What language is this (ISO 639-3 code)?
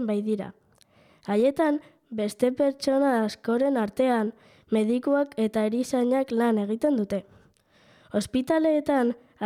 eus